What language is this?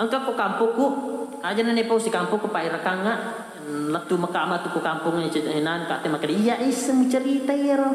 Buginese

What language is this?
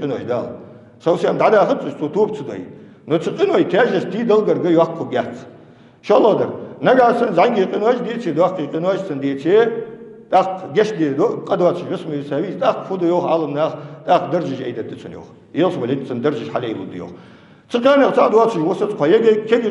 Ingush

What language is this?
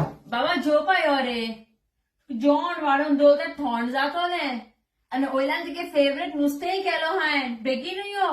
Konkani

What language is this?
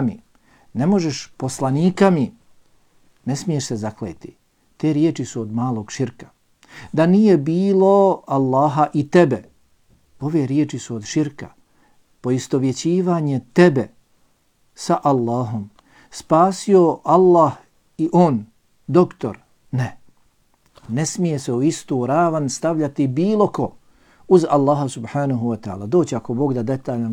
Bosnian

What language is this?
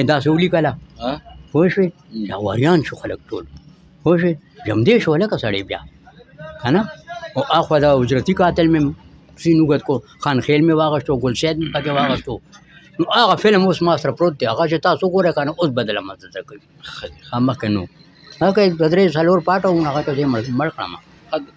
Pashto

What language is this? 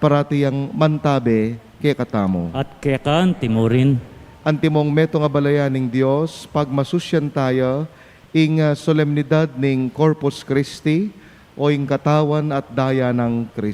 Pampanga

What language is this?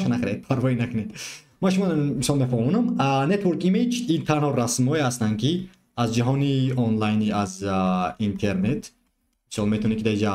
Tajik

